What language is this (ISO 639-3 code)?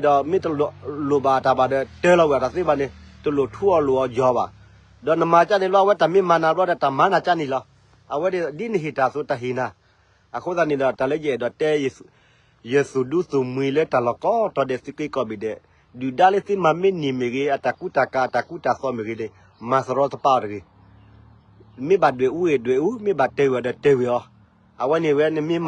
ksw